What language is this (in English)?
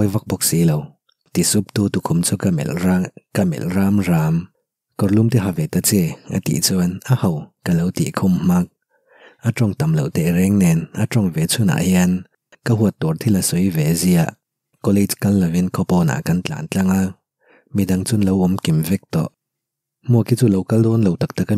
Mizo